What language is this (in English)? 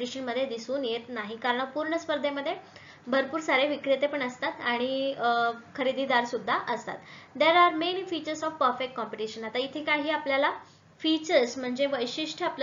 Marathi